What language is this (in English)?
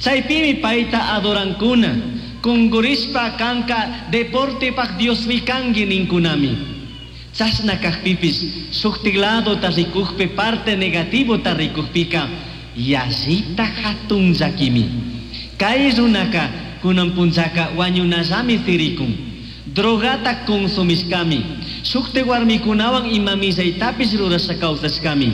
Chimborazo Highland Quichua